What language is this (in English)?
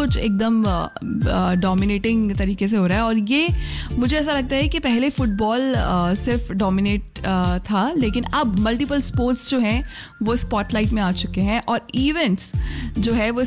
Hindi